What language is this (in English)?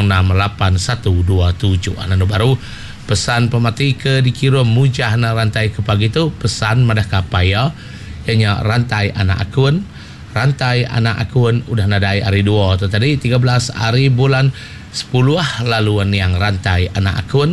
Iban